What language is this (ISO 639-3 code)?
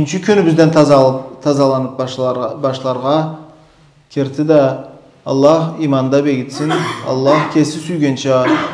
krc